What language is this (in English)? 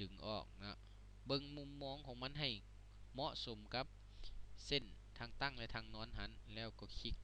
Lao